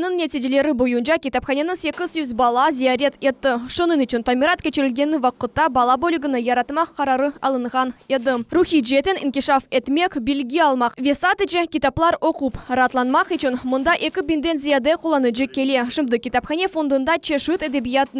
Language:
Crimean Tatar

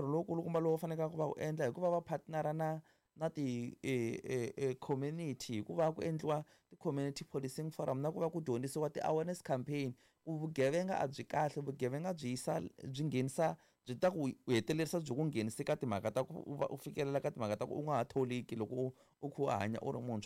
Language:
Tsonga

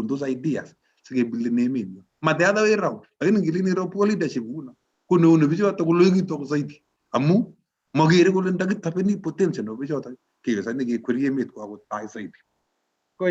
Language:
Kalenjin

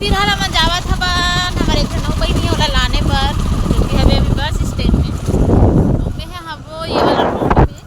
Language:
Chhattisgarhi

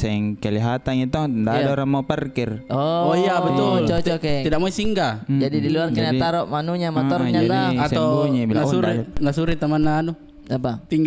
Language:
Makassar Malay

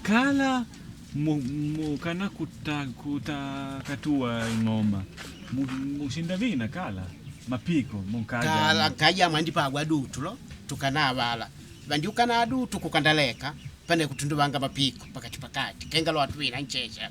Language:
Makonde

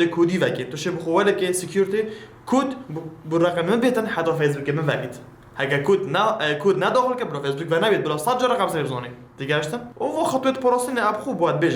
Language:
Kurdish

